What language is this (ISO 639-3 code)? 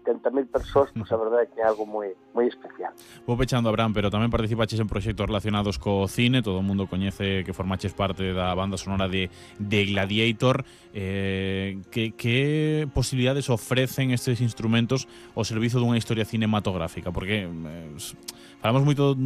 glg